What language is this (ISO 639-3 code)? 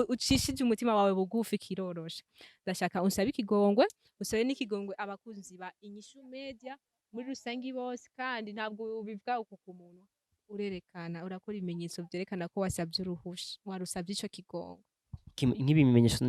run